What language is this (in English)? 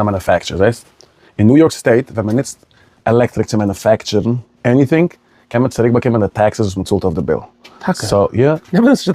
Yiddish